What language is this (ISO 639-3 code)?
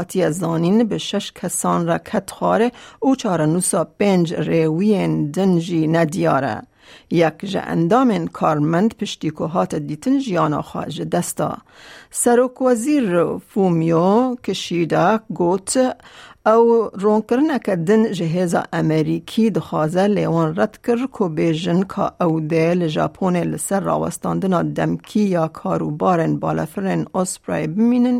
kur